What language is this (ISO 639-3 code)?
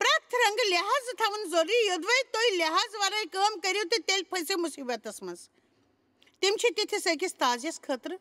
kas